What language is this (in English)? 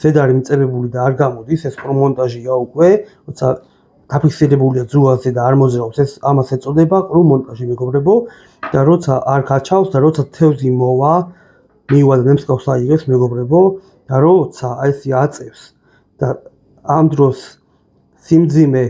Georgian